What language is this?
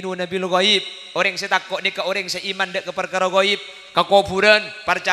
Madurese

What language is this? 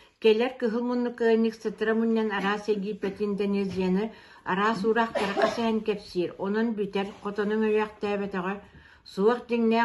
Yakut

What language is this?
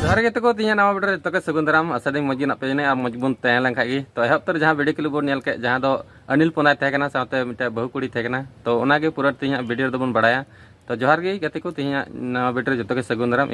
Santali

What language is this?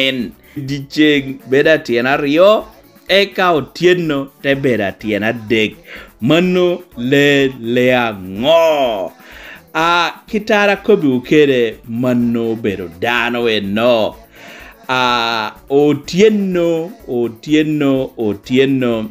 Lango (Uganda)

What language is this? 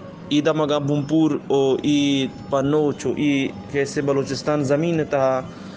Eastern Balochi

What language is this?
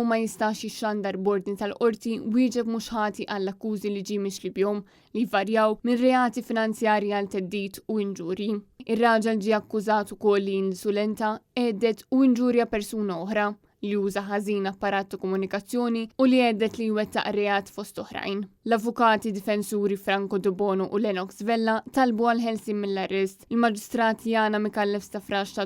Maltese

